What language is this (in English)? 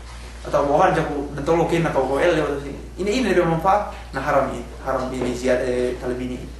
Yakan